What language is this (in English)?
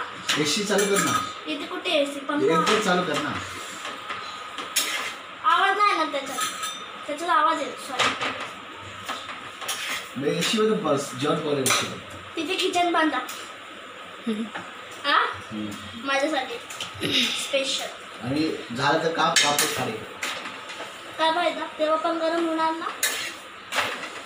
Marathi